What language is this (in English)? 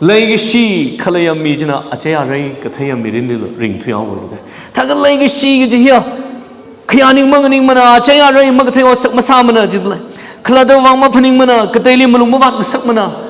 Tangkhul Naga (India)